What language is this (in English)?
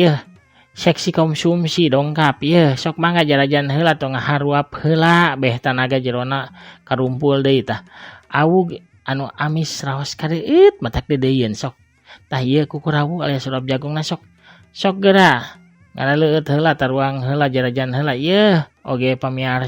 Sundanese